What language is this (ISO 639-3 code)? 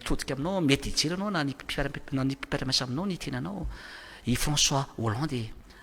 mlg